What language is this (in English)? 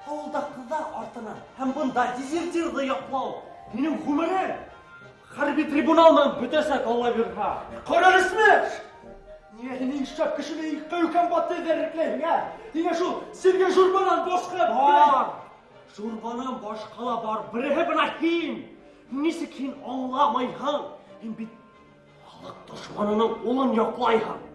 Bashkir